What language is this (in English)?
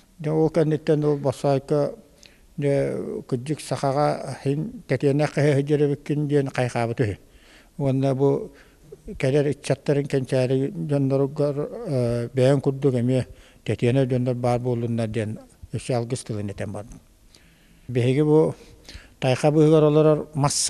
Yakut